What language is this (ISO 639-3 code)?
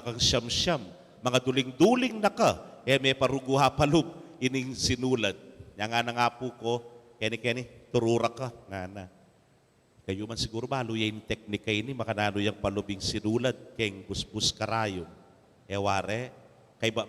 pam